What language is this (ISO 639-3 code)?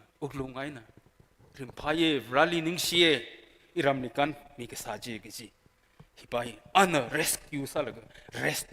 nmf